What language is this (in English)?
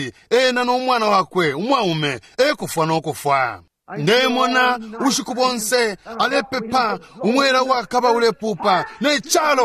Bemba